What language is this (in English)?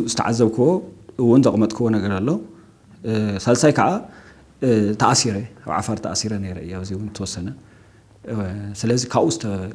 Tigrinya